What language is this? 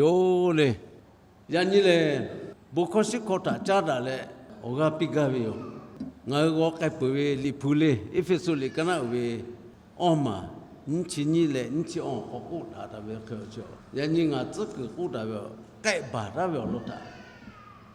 Lahu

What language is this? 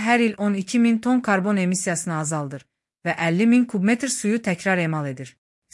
Azerbaijani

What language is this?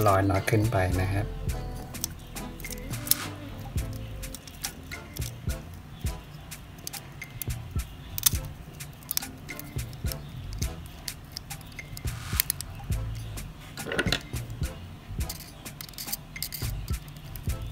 Thai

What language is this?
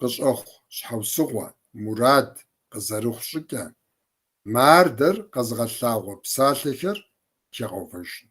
Kabardian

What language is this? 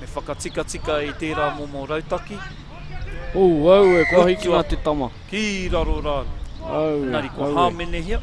Māori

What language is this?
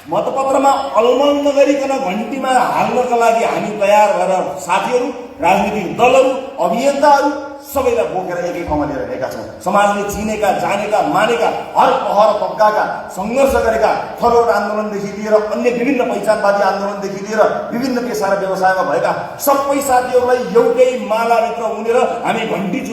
Nepali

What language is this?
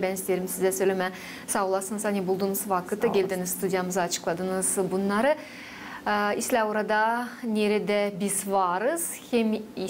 Gagauz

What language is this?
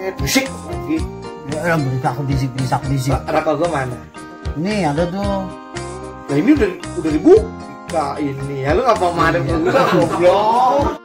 Betawi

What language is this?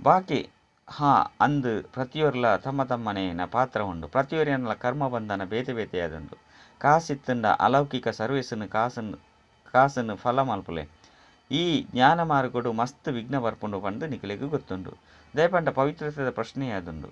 Tulu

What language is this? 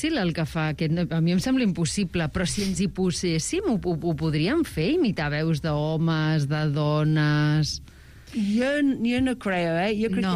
Catalan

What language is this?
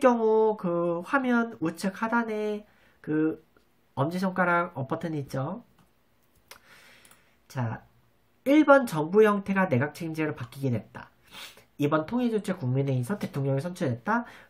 Korean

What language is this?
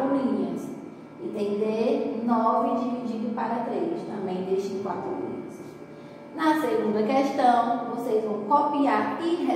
Portuguese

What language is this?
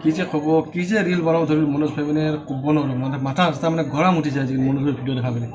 Assamese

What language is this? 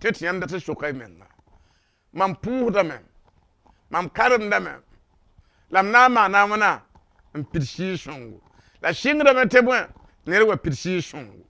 Mossi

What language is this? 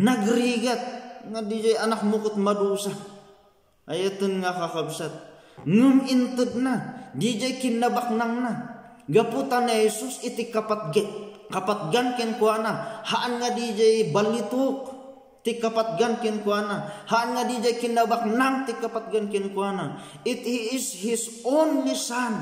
Iloko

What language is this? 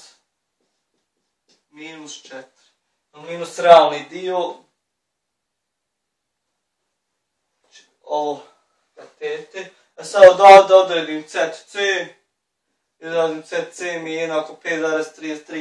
Bosnian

